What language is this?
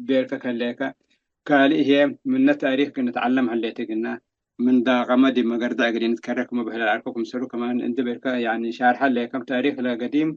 Tigre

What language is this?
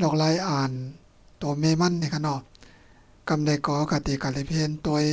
Shan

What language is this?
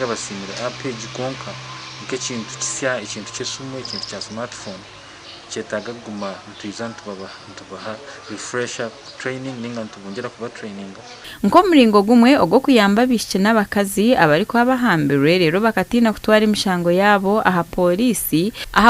Nyankole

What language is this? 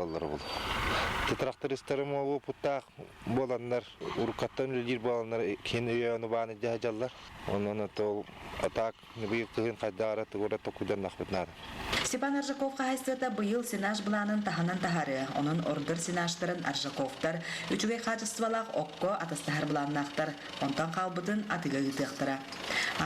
Yakut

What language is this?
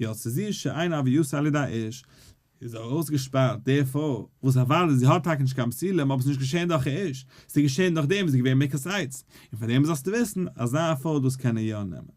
Yiddish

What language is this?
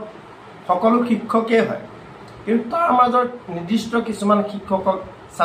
Assamese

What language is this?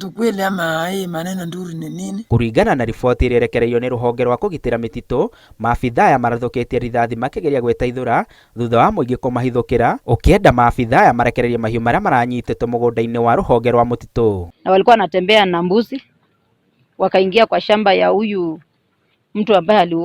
Kikuyu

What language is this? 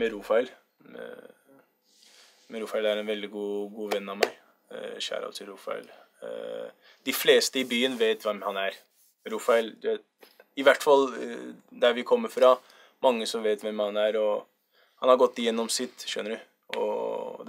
Norwegian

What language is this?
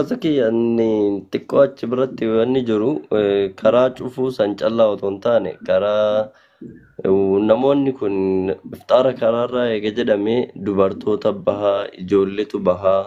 Oromo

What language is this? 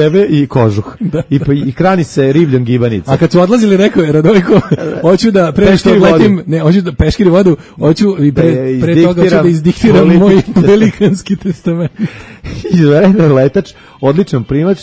Serbian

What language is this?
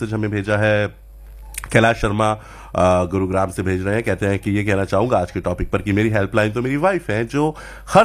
Hindi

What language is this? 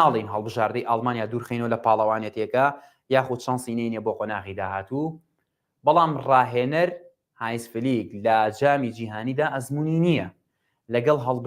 Central Kurdish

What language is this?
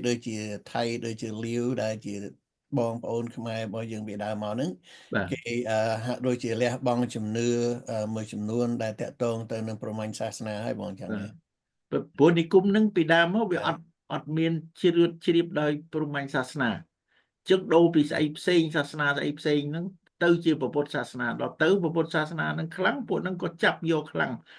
Khmer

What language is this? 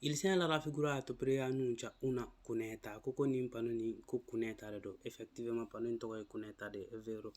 Bambara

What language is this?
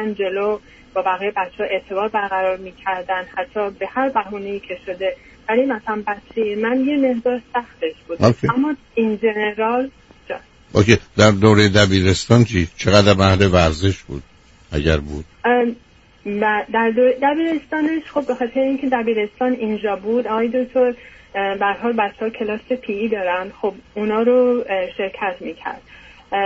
Persian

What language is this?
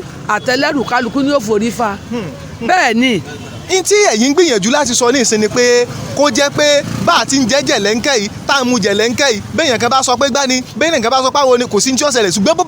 Yoruba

